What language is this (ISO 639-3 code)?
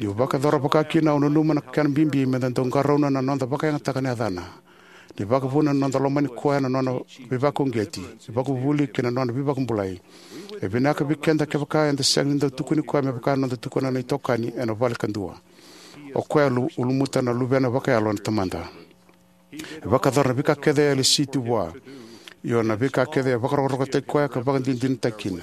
fij